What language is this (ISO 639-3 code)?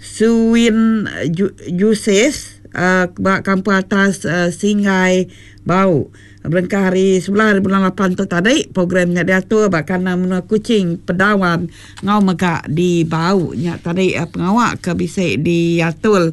iba